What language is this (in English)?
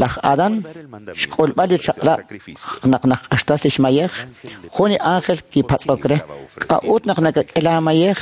Kekchí